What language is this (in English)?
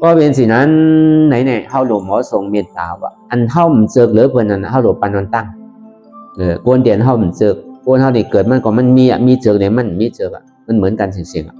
Shan